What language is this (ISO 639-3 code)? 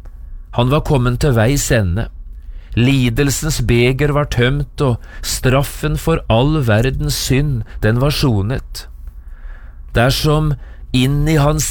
nor